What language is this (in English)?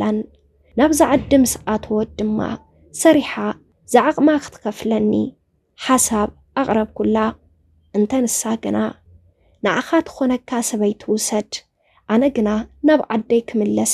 Tigrinya